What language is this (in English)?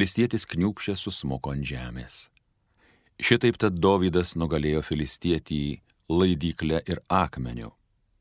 Lithuanian